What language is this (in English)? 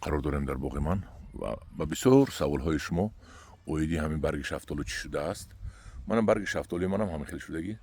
Tajik